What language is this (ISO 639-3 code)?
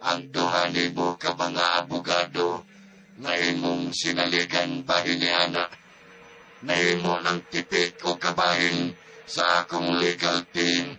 ceb